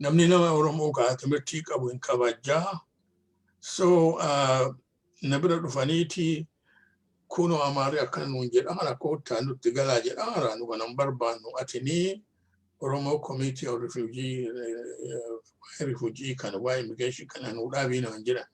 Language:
Oromo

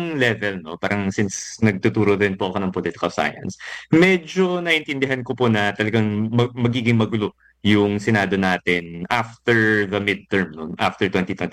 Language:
Filipino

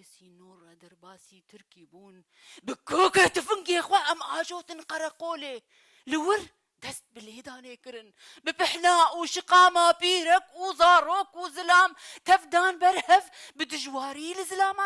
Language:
Kurdish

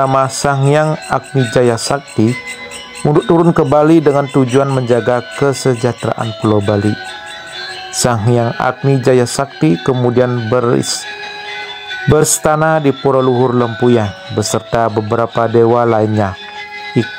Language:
Indonesian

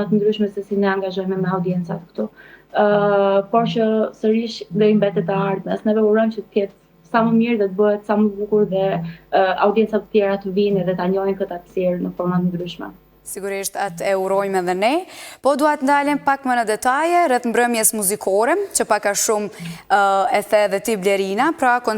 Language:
Albanian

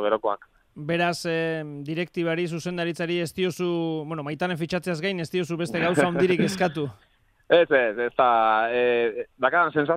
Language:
Basque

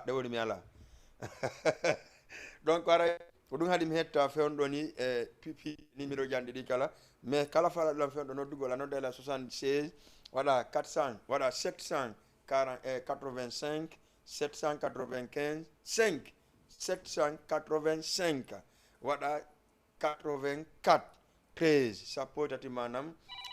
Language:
Fula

